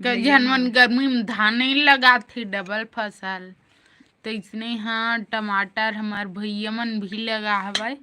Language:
Chhattisgarhi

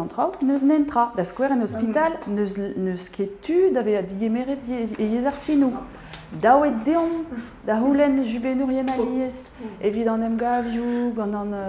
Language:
Breton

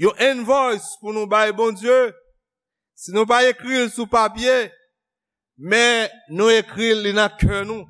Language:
Haitian Creole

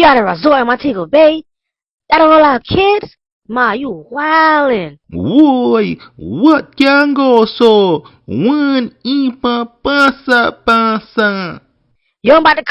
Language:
Jamaican Creole English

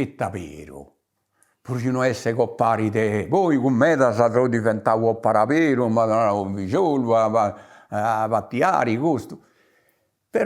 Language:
Sardinian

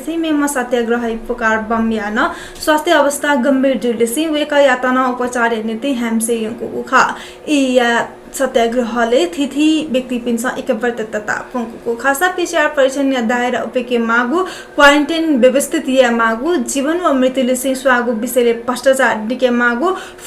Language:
Newari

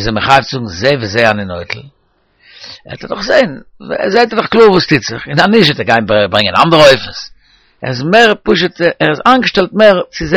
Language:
Yiddish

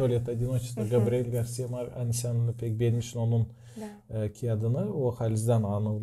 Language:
Gagauz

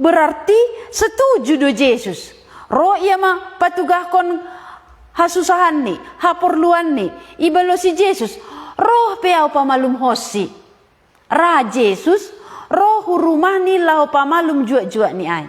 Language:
Batak Simalungun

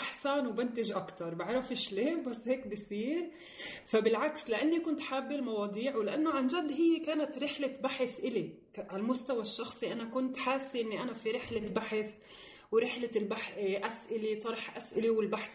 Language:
North Levantine Arabic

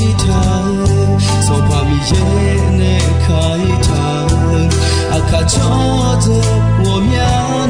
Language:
Akha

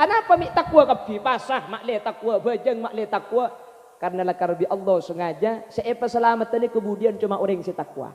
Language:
Madurese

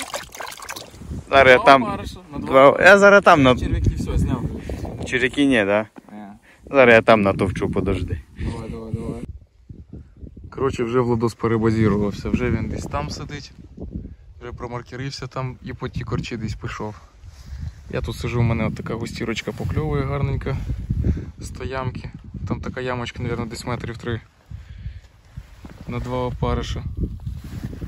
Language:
Ukrainian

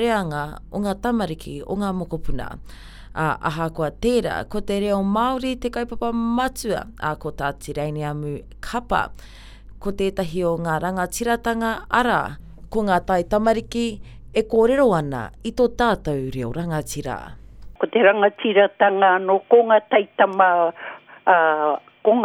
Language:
Māori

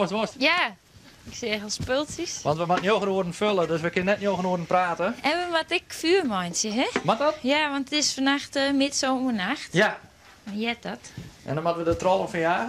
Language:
Western Frisian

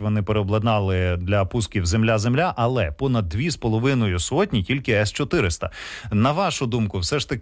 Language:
Ukrainian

